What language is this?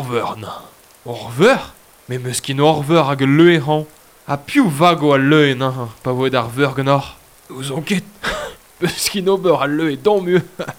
Breton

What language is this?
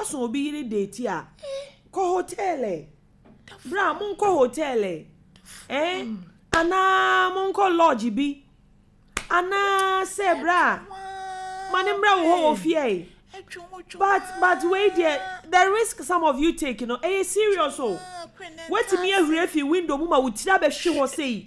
Akan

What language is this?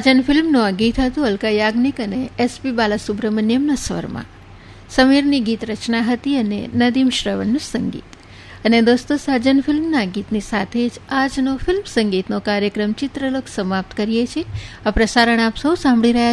Gujarati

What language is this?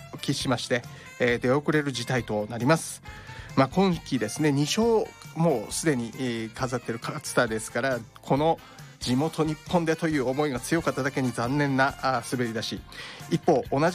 Japanese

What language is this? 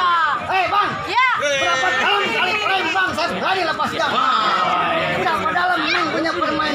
Betawi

